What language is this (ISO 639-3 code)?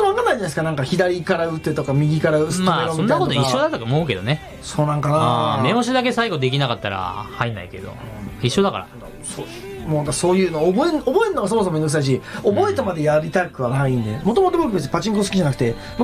jpn